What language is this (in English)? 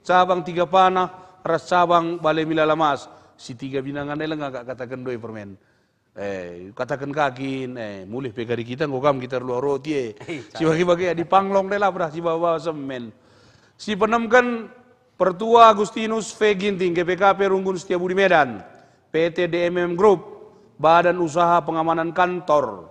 Batak Karo